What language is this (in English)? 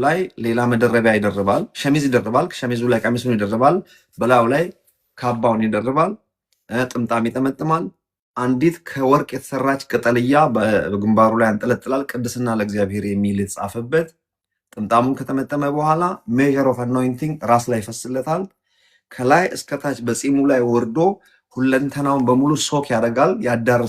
Amharic